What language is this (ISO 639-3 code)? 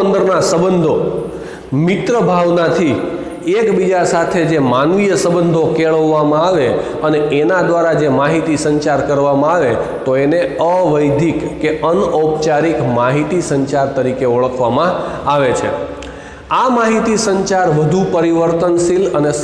guj